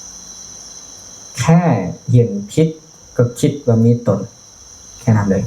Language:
Lao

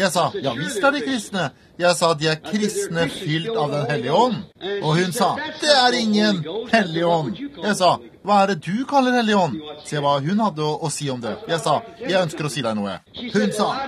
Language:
Norwegian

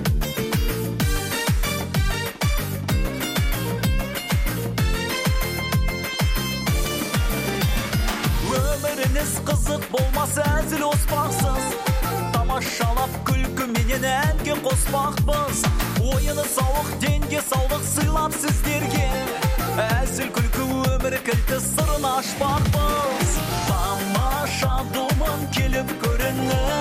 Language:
Kazakh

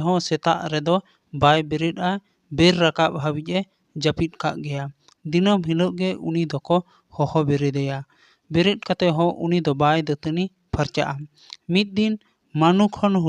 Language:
Santali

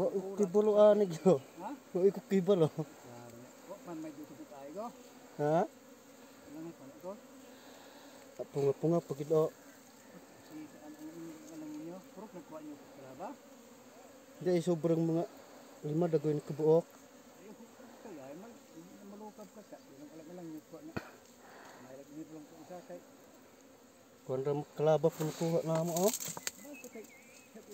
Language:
Cebuano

